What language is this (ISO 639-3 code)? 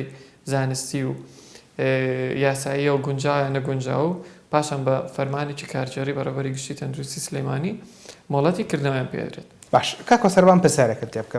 ckb